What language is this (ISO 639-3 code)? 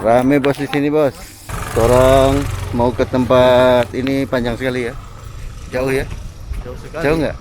xmm